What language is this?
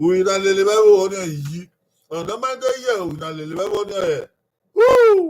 Bini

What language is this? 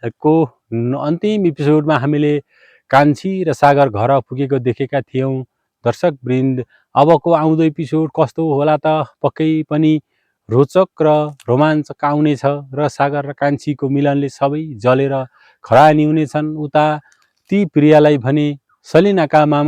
Nepali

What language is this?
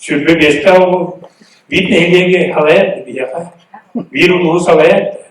Yakut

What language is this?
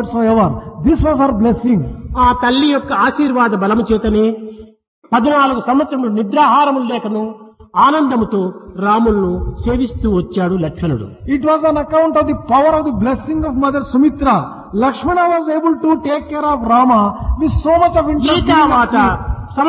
Telugu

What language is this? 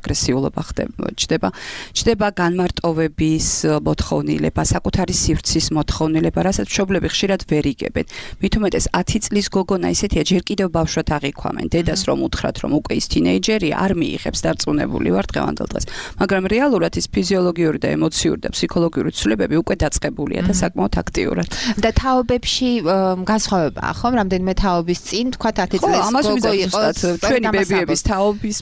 Georgian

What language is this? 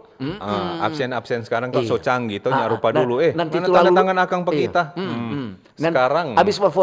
Manado Malay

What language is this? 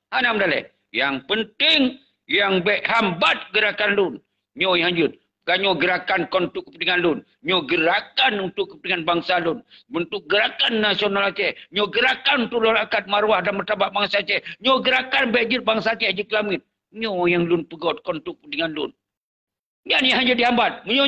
Achinese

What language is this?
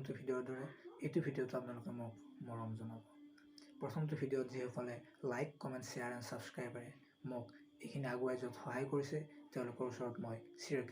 Assamese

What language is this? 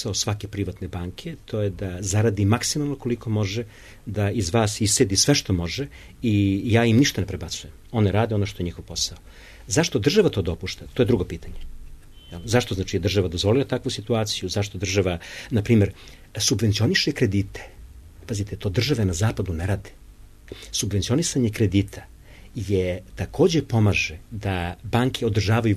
Serbian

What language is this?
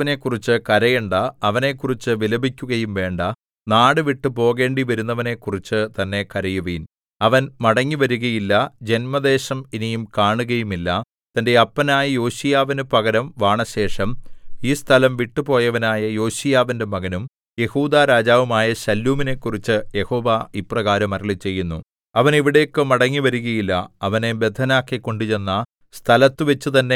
Malayalam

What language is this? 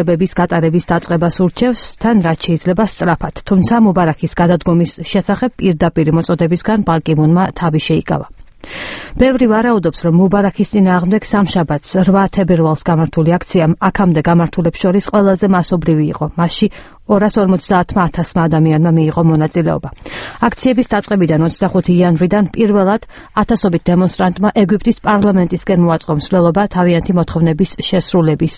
Georgian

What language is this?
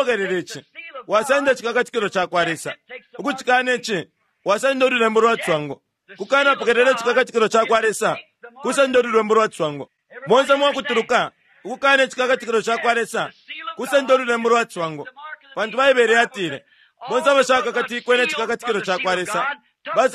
Bemba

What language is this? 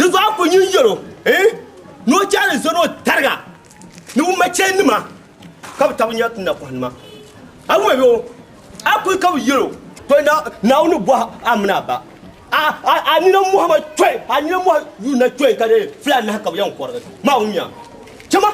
Dagbani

